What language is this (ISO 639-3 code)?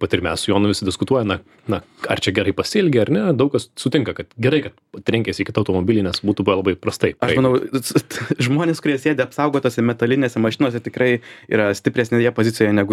lit